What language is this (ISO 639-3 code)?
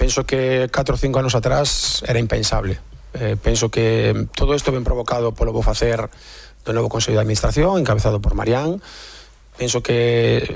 glg